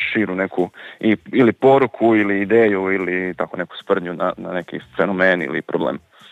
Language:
Croatian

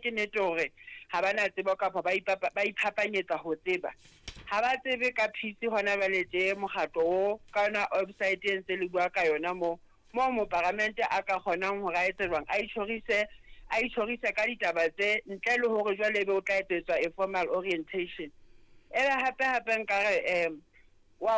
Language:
Southern Sotho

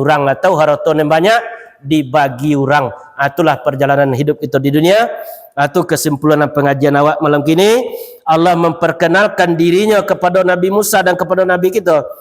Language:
Minangkabau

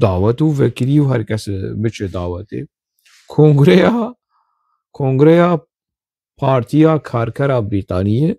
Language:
Kurdish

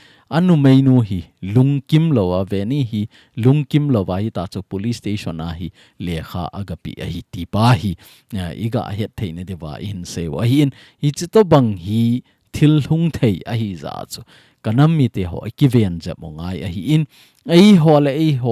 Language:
Thado Chin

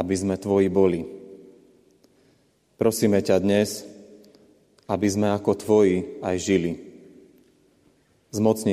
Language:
Slovak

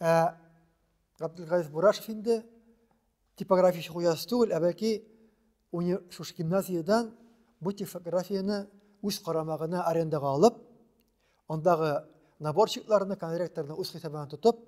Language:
Tatar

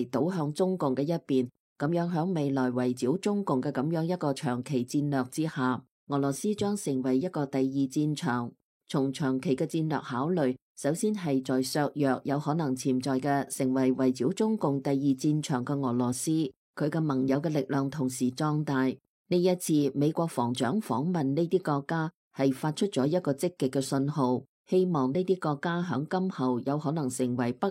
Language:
Cantonese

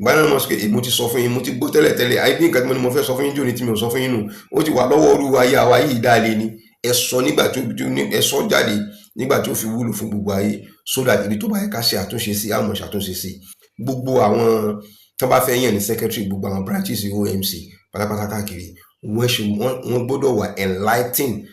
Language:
Yoruba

